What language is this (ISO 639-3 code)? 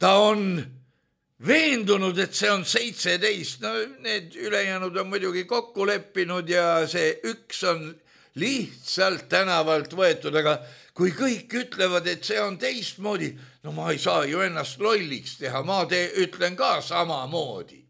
est